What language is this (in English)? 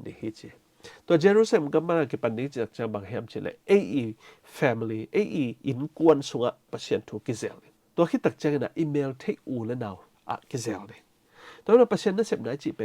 Tedim Chin